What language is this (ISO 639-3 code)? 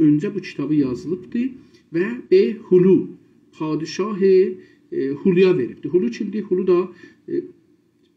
azb